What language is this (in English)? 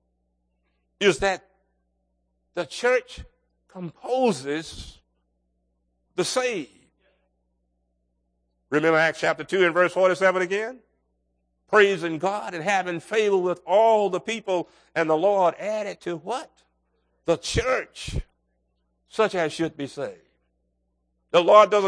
English